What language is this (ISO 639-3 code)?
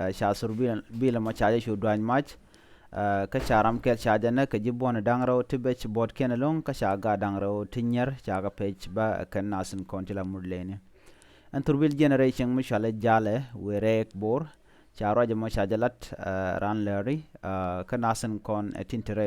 nus